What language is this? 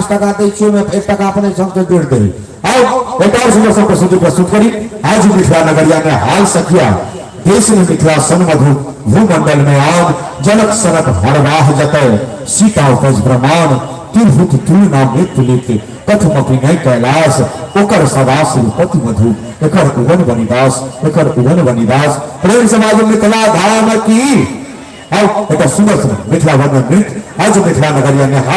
Maithili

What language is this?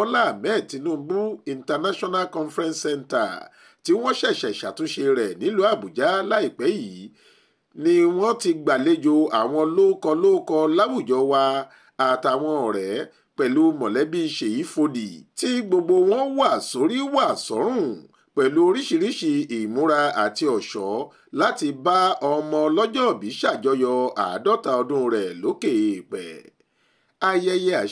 Yoruba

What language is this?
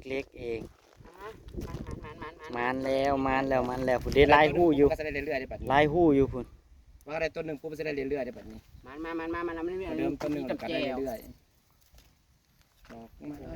Northeastern Thai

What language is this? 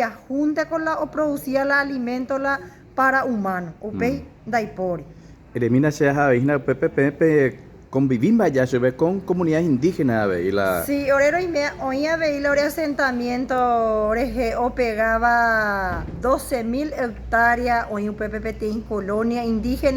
Guarani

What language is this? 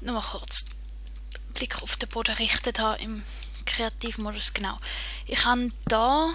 Swiss German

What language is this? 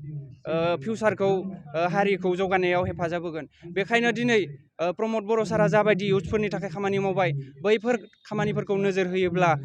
Bodo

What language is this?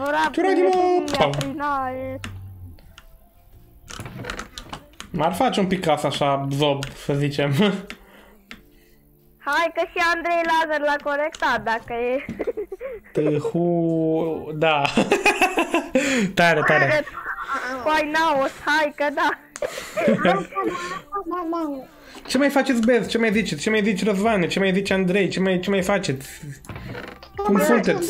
Romanian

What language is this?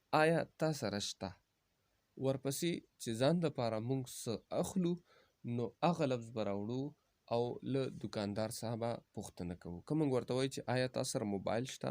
Pashto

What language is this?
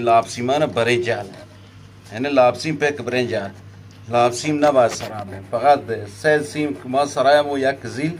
Eastern Balochi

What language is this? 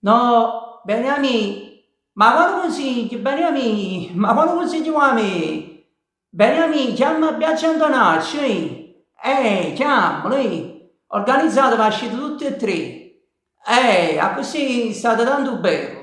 Neapolitan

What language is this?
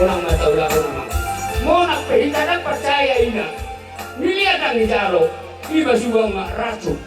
Batak Toba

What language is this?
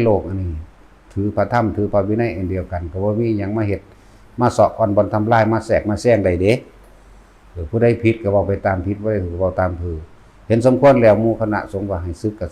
Northeastern Thai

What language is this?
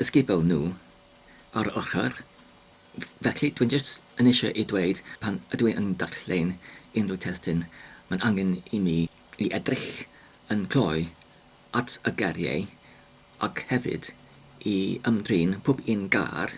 Welsh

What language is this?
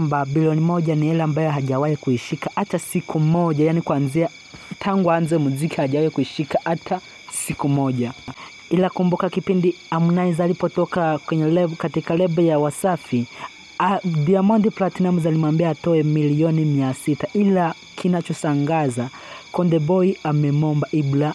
Swahili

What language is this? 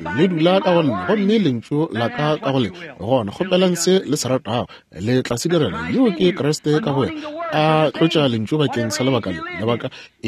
Northern Sotho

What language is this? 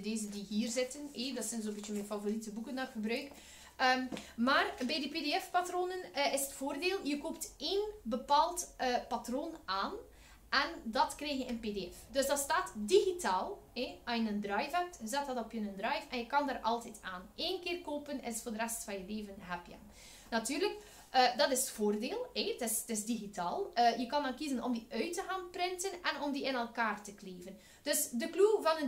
Dutch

